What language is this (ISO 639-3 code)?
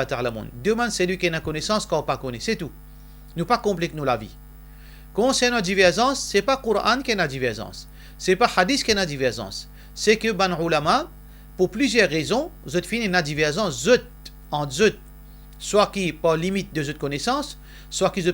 mfe